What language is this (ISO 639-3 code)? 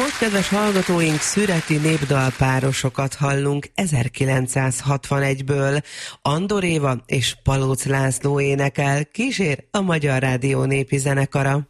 hun